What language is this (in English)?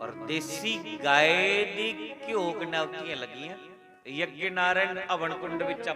Dogri